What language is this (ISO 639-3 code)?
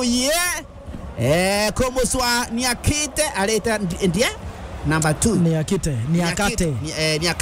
mer